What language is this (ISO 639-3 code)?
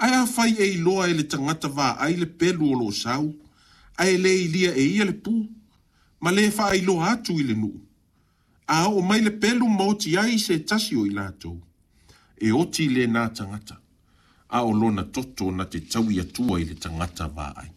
smo